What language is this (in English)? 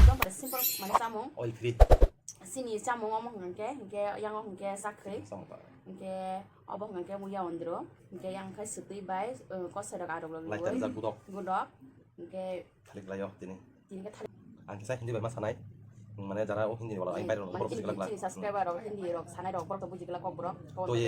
Kok Borok